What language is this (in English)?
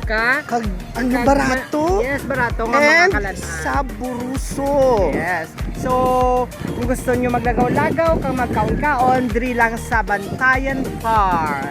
Hiligaynon